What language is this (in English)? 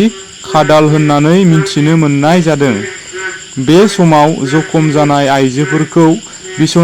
Bodo